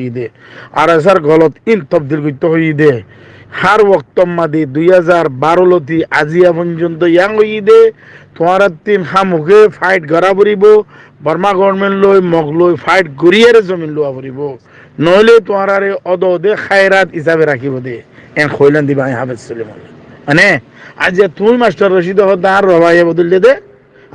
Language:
Rohingya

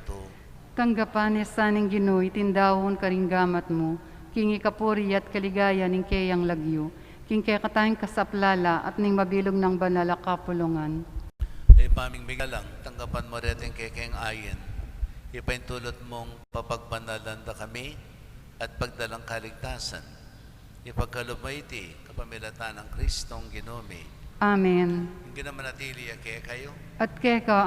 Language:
Pampanga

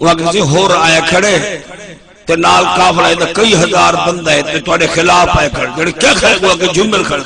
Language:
Saraiki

